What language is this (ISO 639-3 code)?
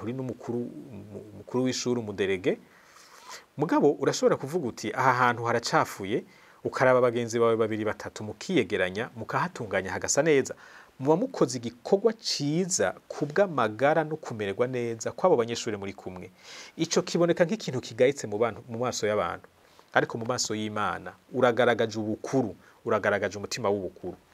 run